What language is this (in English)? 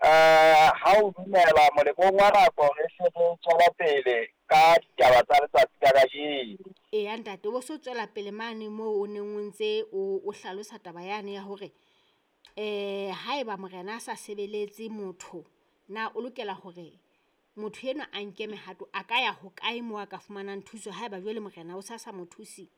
Southern Sotho